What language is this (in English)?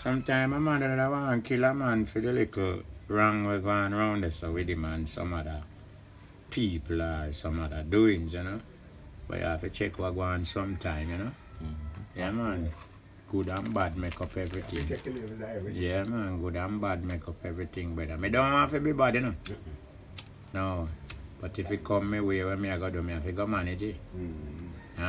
Jamaican Creole English